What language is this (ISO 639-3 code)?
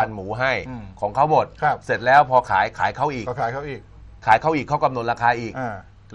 tha